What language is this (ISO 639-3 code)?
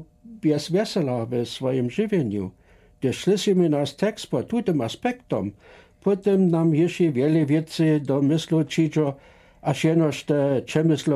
dsb